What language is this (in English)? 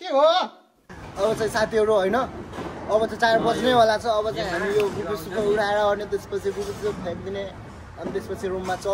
Nepali